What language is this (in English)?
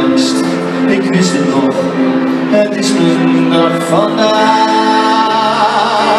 Dutch